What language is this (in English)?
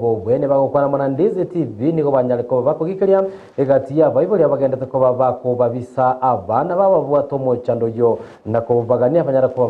Gusii